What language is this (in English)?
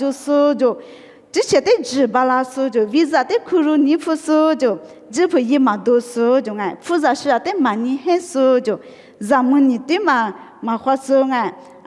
Lisu